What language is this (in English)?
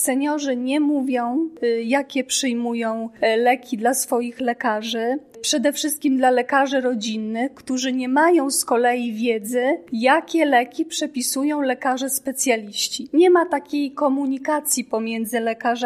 Polish